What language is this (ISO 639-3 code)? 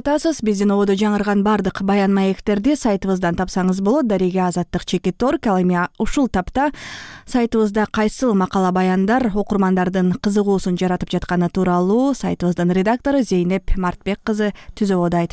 kir